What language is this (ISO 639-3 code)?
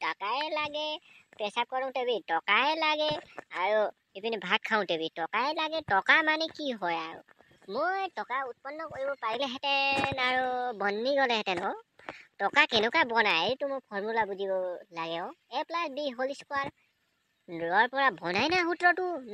asm